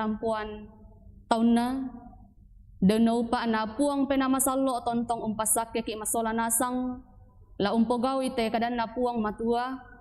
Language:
Toraja-Sa'dan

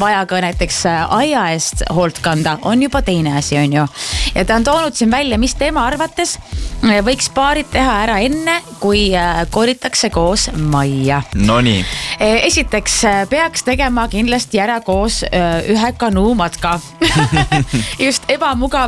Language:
Estonian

